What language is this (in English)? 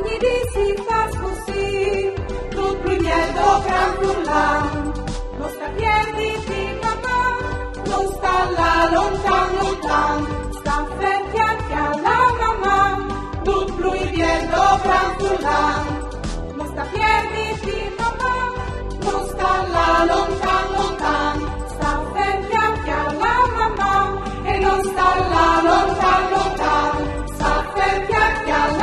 Friulian